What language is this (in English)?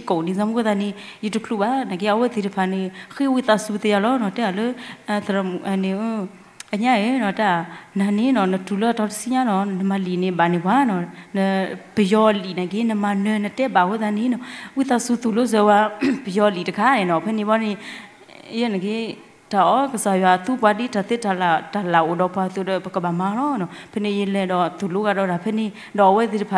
S'gaw Karen